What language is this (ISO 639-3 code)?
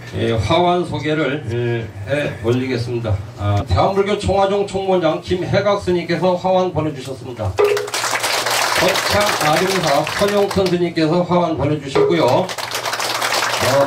kor